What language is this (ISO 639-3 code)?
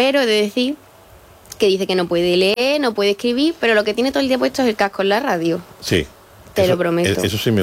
spa